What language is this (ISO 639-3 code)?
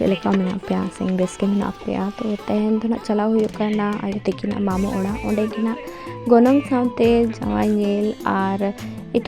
sat